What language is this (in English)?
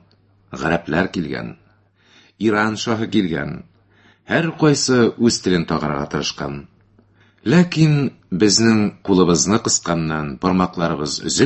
Tatar